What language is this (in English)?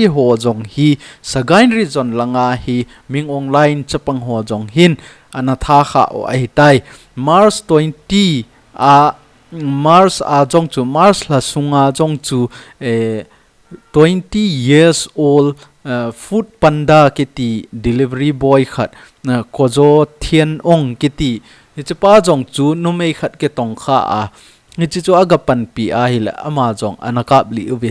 Thado Chin